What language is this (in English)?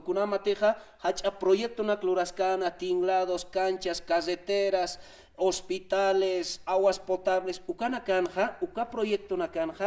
Aymara